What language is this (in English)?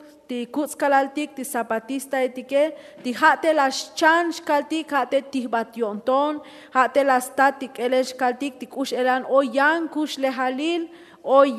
Tzotzil